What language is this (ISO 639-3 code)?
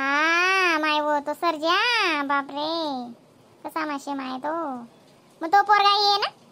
khn